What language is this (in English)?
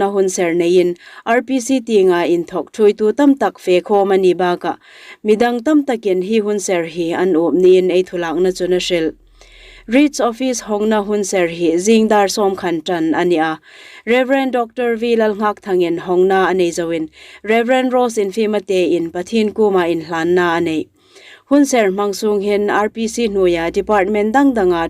Hmar